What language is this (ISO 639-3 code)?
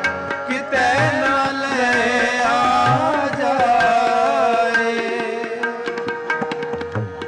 pan